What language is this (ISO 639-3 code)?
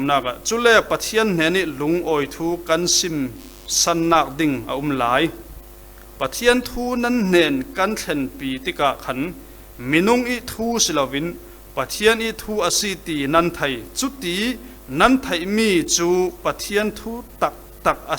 cfm